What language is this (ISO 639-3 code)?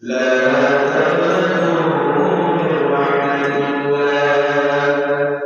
syl